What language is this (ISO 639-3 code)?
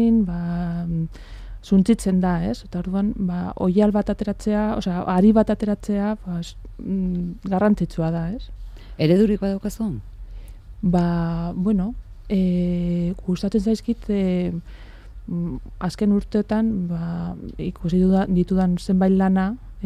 eus